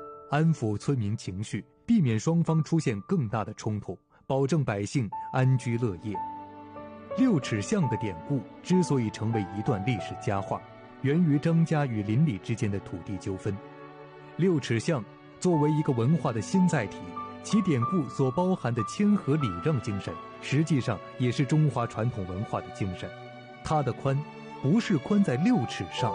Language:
Chinese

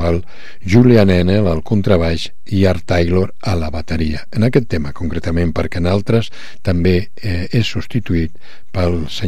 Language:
Catalan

